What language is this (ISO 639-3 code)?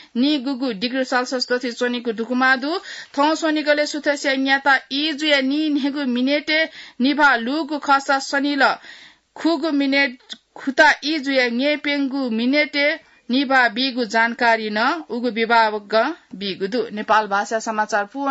new